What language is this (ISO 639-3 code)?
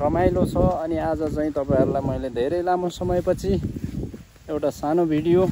nep